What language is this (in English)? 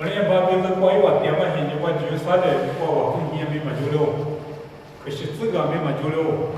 Lisu